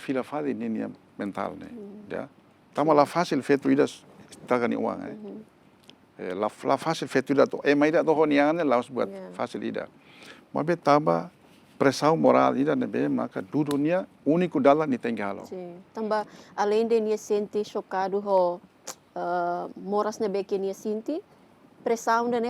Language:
Tetum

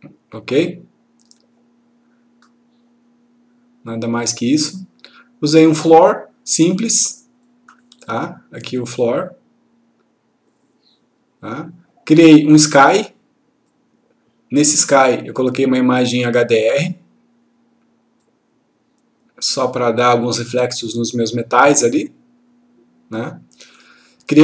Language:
Portuguese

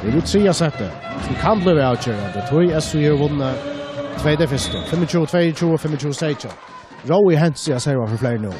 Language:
Faroese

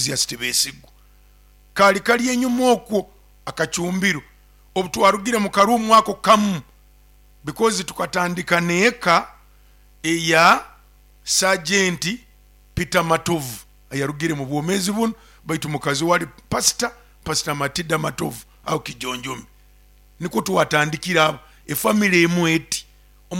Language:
Nyoro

